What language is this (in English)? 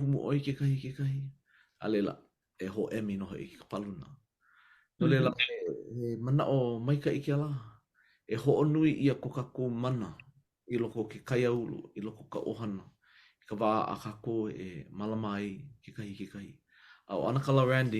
Hawaiian